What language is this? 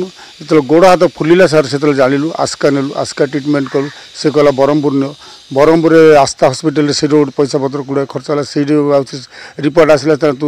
Odia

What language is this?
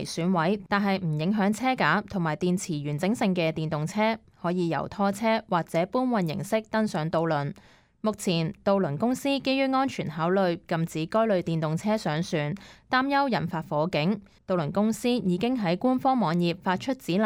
Cantonese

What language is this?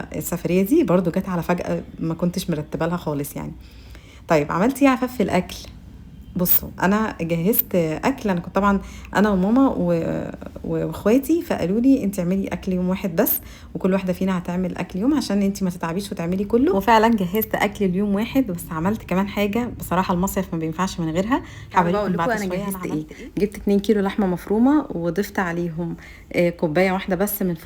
Egyptian Arabic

